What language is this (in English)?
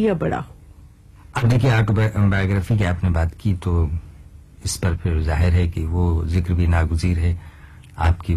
Urdu